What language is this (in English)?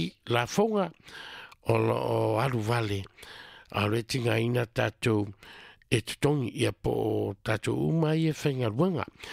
Samoan